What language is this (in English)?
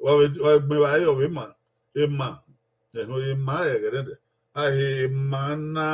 Bini